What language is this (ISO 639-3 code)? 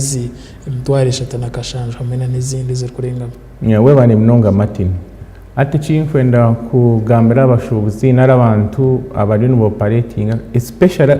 nyn